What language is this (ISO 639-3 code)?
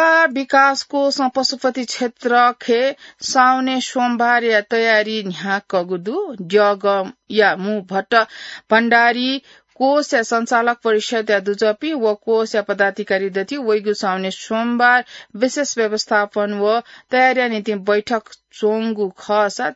new